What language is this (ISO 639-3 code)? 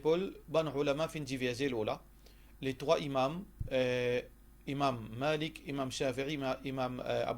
mfe